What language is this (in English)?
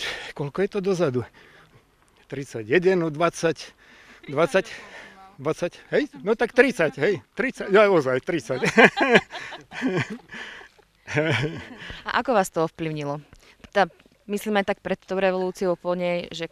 Slovak